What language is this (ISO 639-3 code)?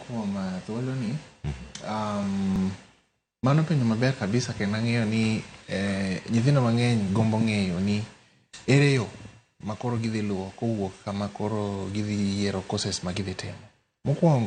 luo